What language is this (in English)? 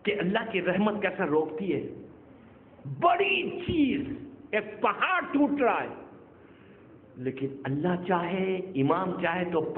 Urdu